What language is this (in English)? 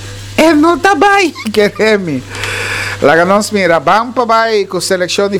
Papiamento